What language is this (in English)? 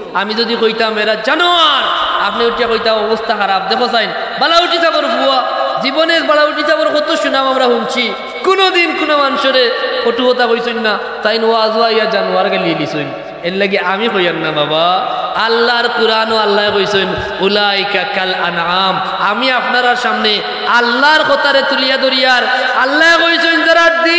Sylheti